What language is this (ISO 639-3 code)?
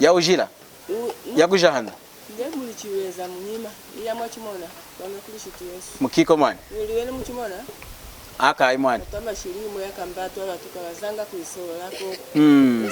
lun